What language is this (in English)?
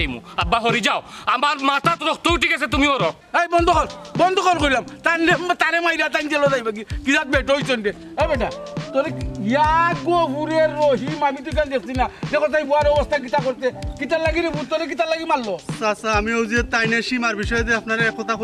Sylheti